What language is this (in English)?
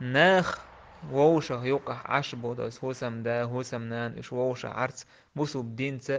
Chechen